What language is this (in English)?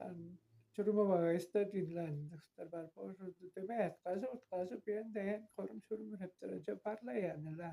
Tuvinian